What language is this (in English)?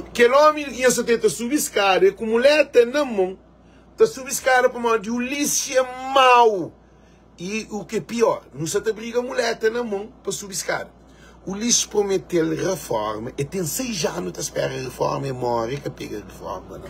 Kabuverdianu